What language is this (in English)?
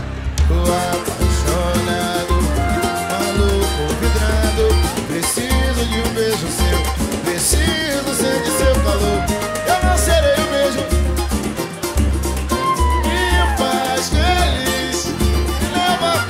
Portuguese